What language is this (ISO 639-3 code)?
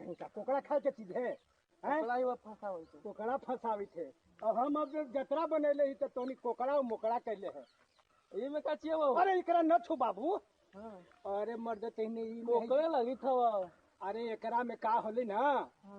mag